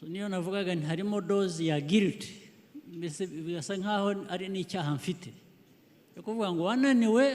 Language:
Kinyarwanda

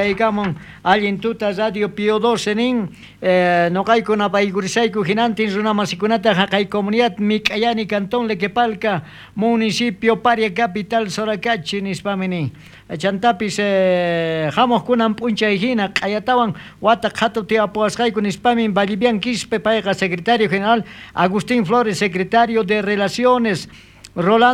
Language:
South Bolivian Quechua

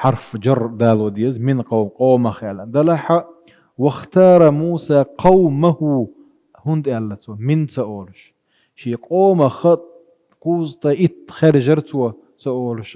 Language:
Chechen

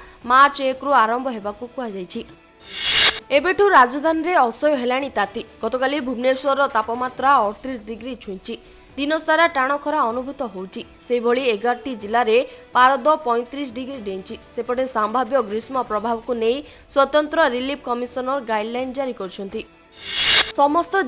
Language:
Odia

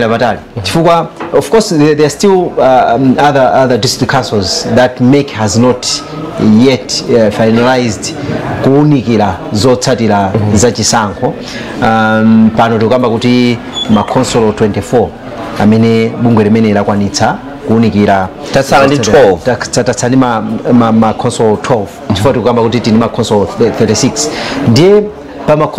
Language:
Nyanja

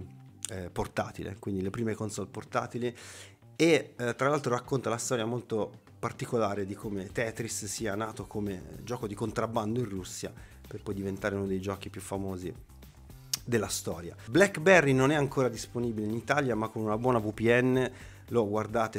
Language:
Italian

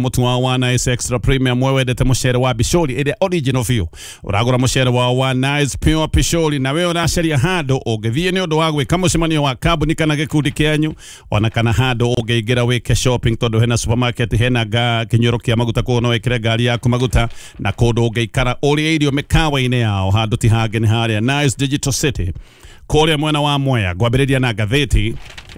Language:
Kikuyu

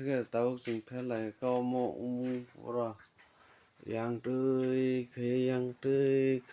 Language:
Kok Borok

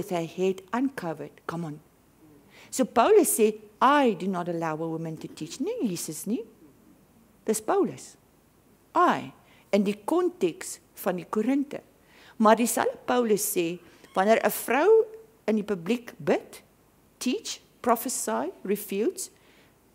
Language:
Afrikaans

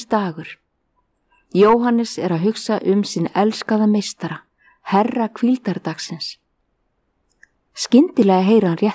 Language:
Icelandic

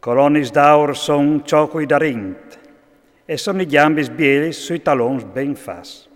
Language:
Friulian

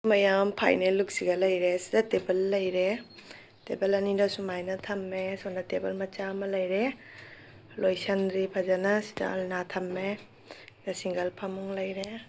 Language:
Manipuri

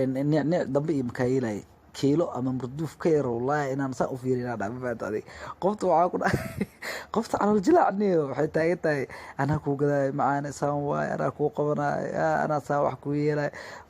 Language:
Somali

